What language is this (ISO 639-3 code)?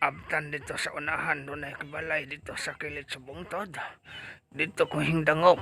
ceb